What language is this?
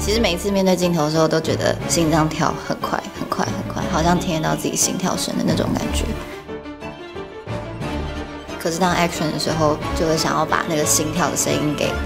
Chinese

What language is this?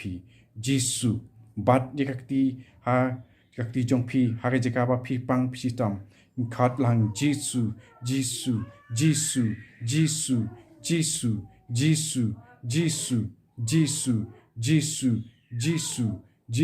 Khasi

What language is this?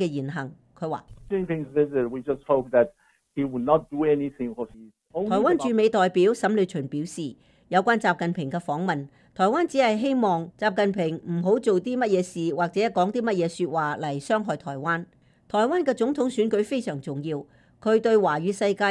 Cantonese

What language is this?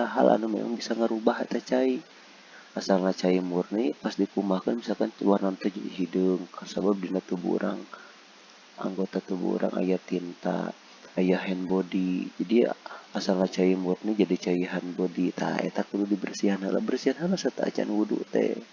Sundanese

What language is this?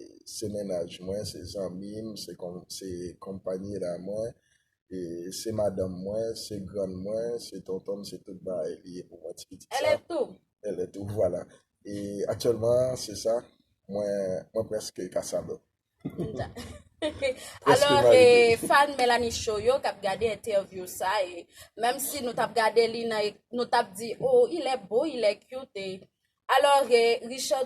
Haitian Creole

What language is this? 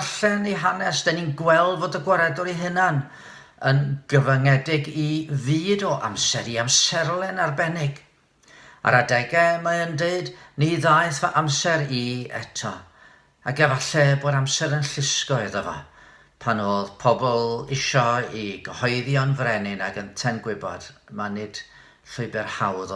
Welsh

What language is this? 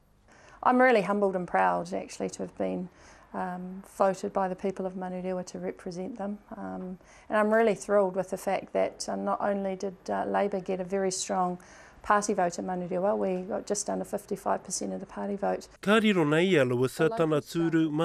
Māori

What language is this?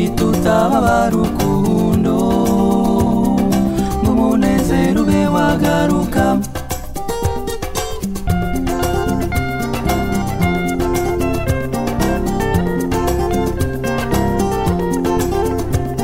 Kinyarwanda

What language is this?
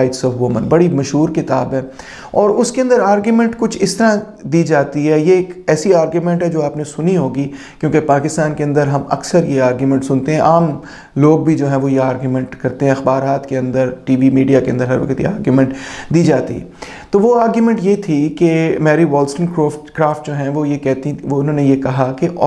Urdu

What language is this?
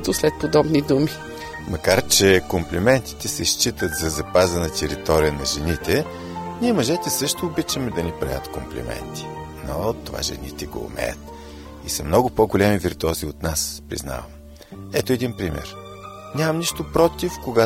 Bulgarian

